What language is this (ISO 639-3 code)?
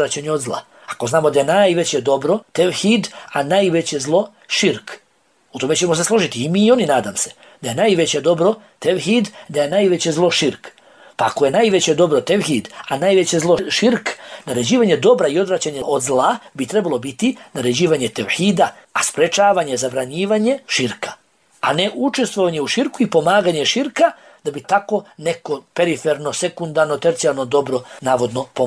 bos